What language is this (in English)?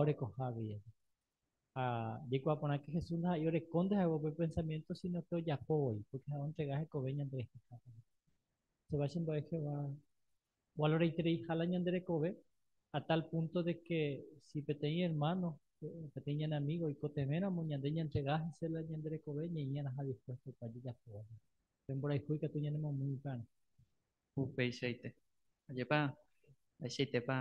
Guarani